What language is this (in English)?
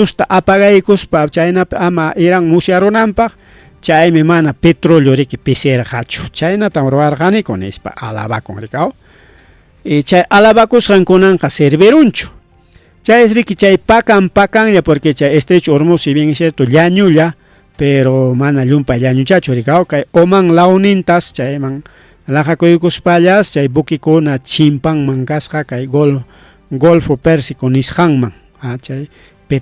Ayacucho Quechua